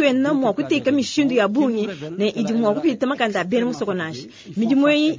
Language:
Luba-Lulua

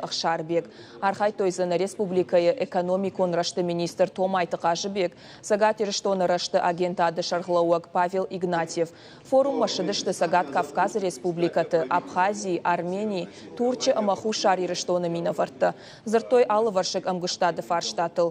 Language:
Ossetic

